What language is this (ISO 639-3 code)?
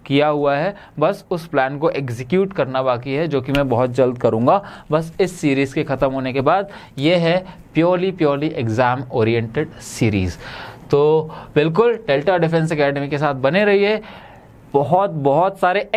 hin